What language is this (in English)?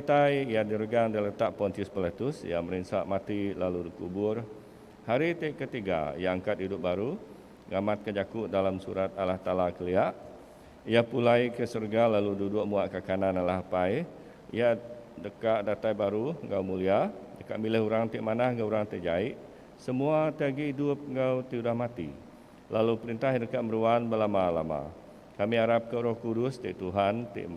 Iban